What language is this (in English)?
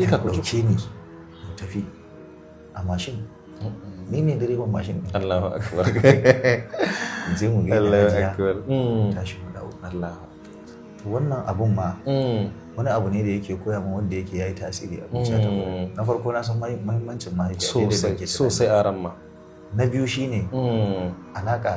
Hausa